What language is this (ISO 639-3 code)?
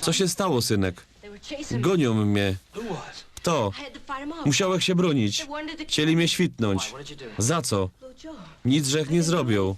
szl